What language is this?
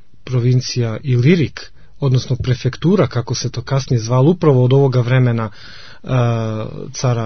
Serbian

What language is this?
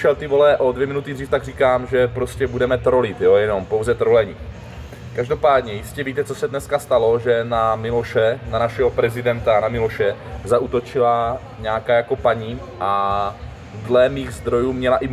Czech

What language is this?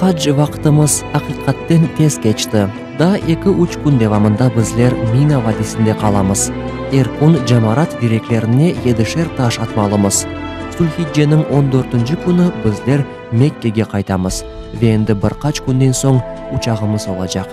Crimean Tatar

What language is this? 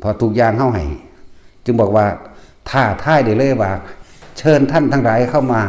Lao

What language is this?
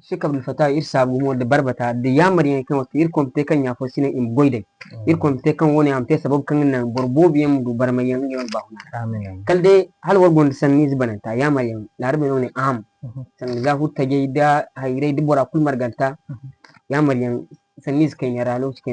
Zarma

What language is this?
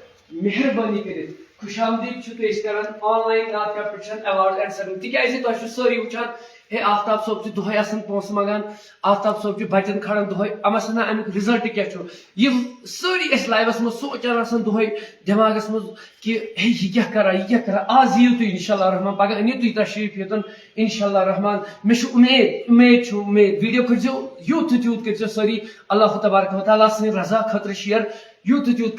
Kashmiri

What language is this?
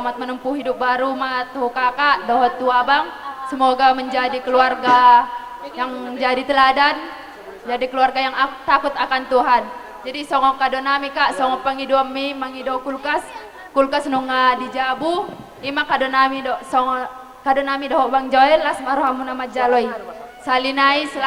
Batak Toba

